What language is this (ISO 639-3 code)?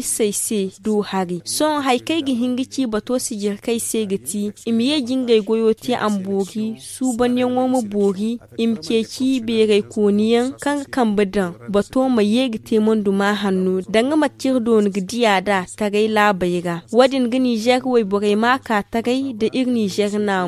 dje